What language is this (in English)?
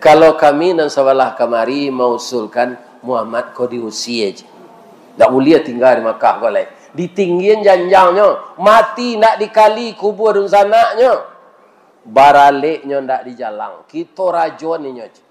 Minangkabau